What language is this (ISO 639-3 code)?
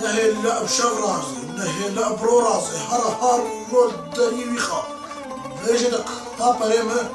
kur